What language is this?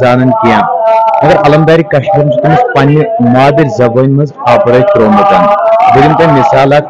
Kashmiri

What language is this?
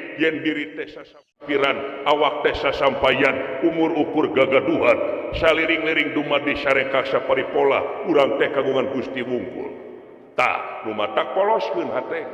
Sundanese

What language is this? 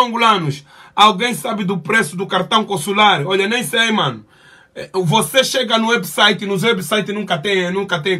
Portuguese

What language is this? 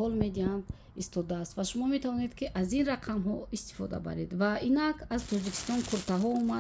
Tajik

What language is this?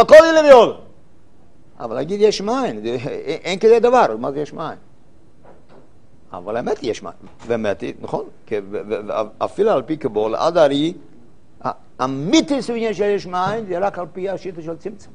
Hebrew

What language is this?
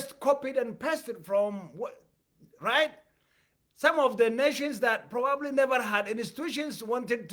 English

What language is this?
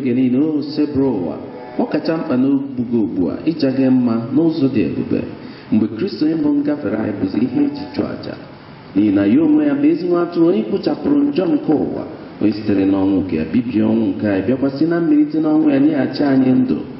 Igbo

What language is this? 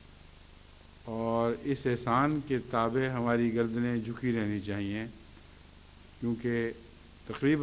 Urdu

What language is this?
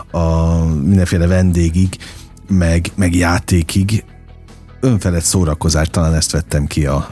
Hungarian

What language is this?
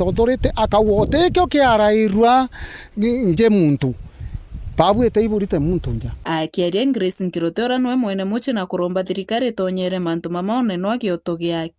Meru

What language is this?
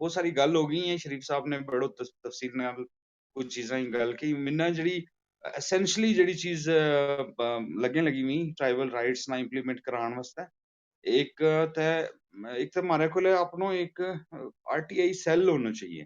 Gujari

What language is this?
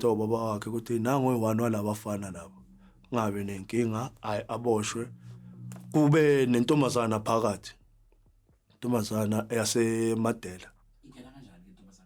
Zulu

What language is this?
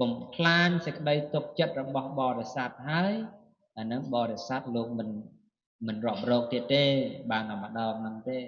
Khmer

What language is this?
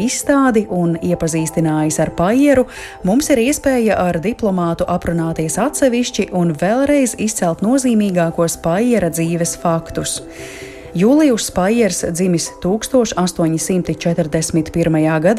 Latvian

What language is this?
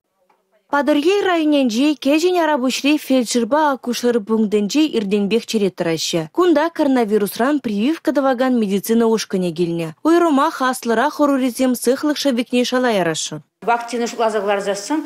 Chuvash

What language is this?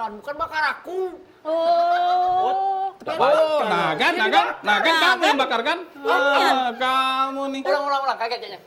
Musi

